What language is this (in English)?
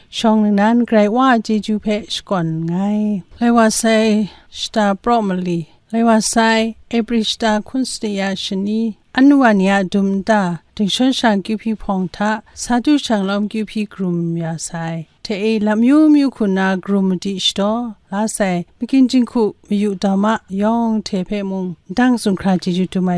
Kachin